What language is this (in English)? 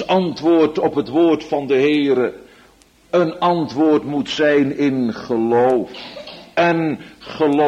Dutch